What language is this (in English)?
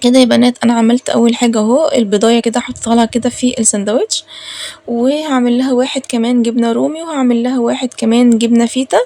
Egyptian Arabic